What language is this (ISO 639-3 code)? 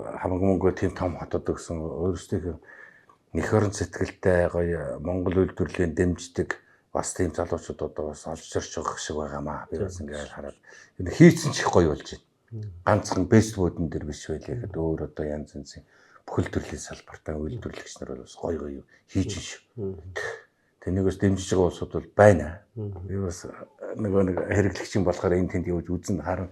mon